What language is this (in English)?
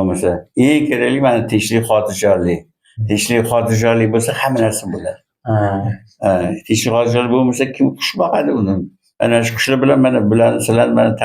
Uzbek